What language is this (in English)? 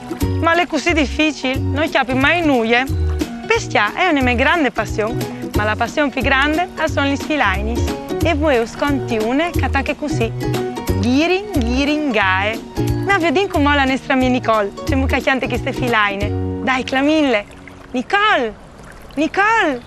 Friulian